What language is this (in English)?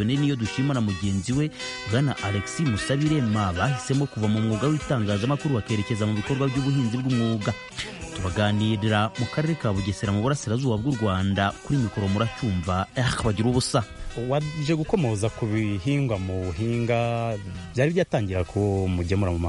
Kinyarwanda